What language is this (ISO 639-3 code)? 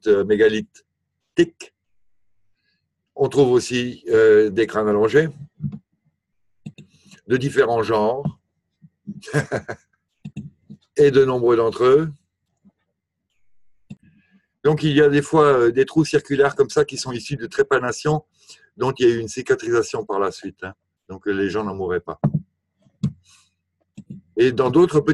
fra